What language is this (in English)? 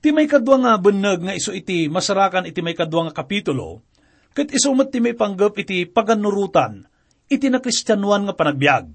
Iloko